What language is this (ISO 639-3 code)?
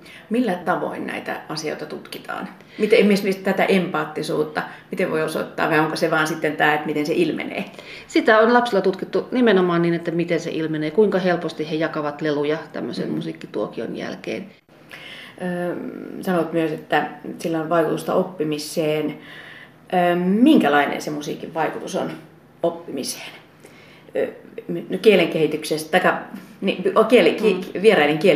fin